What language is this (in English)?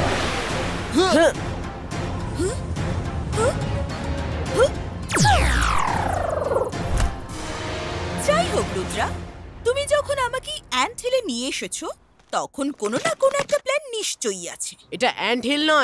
Bangla